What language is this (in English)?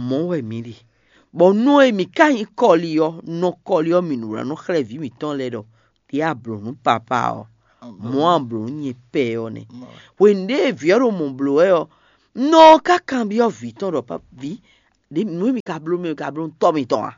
Fon